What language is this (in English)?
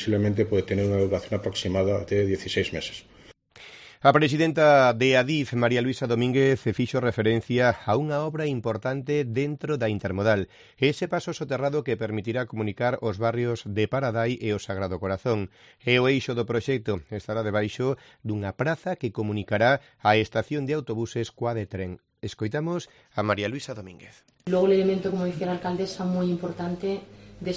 Galician